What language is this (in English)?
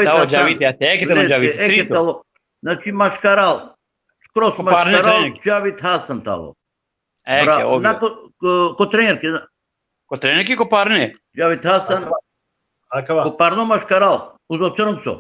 Balkan Romani